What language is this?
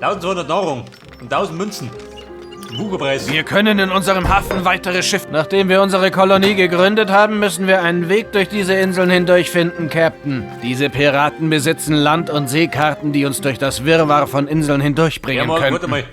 Bavarian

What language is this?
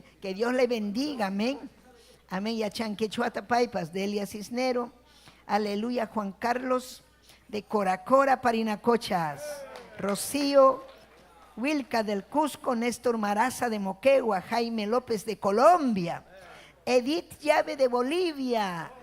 Ayacucho Quechua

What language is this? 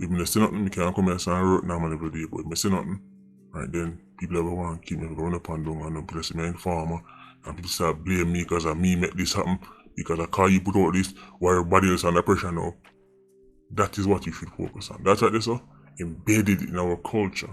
Jamaican Creole English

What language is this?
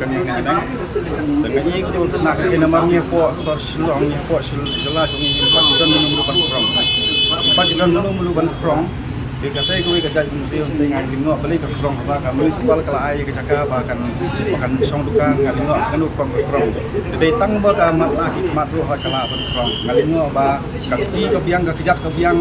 Khasi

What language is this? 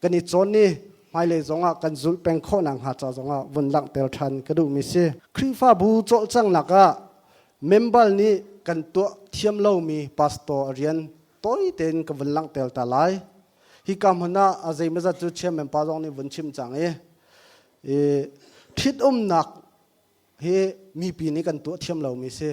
Hakha Chin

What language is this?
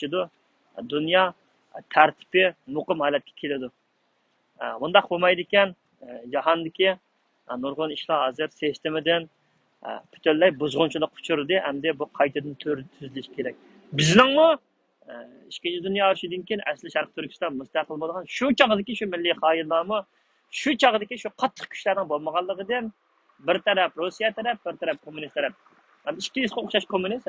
Uyghur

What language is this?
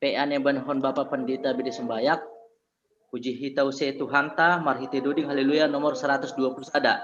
Batak Simalungun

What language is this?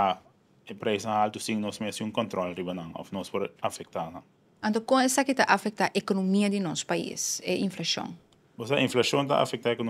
Papiamento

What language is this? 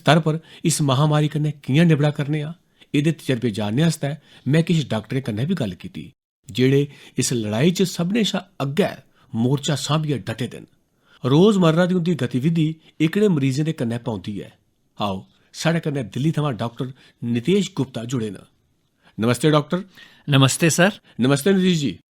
Dogri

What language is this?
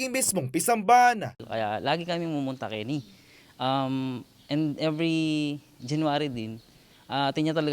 Pampanga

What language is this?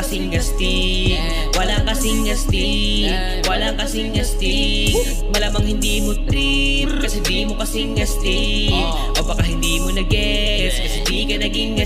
Filipino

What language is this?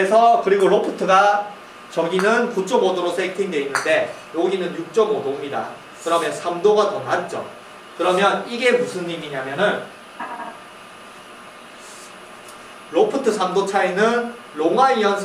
Korean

